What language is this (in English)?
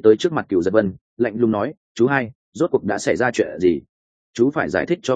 Vietnamese